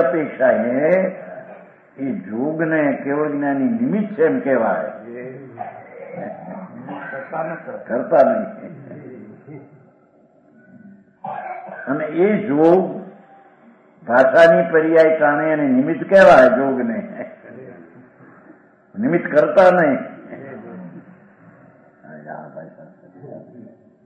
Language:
Gujarati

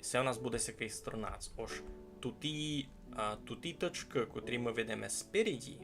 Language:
Rusyn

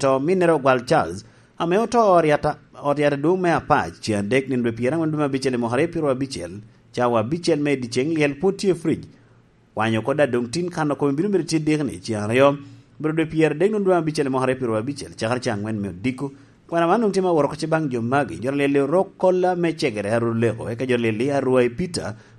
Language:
Lango (Uganda)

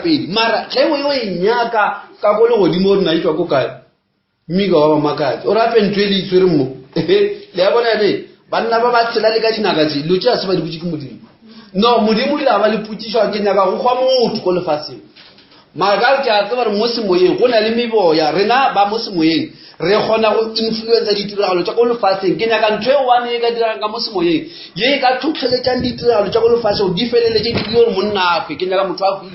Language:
Northern Sotho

